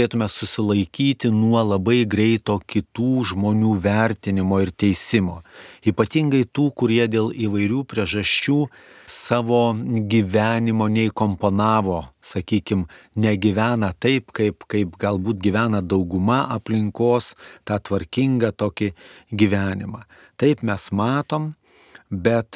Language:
Lithuanian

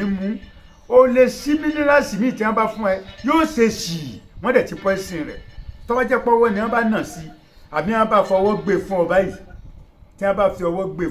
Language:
Yoruba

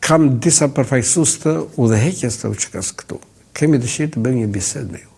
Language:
Albanian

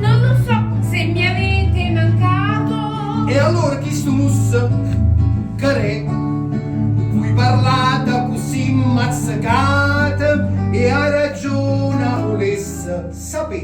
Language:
Neapolitan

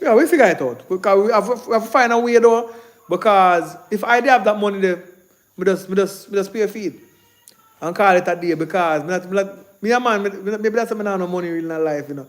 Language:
Jamaican Creole English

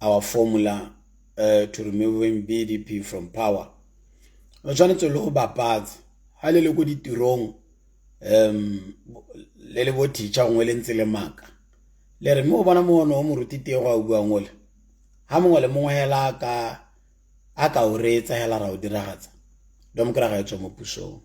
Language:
Tswana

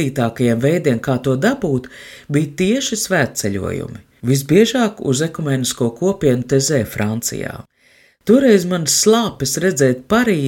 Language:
Latvian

